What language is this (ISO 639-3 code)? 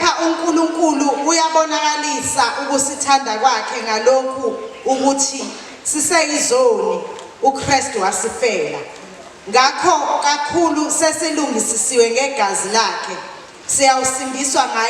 zul